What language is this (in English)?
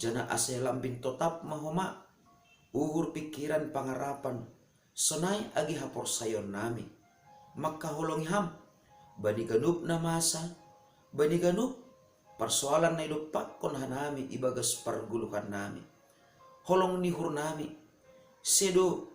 Batak Simalungun